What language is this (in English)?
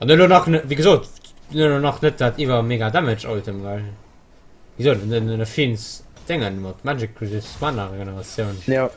Luxembourgish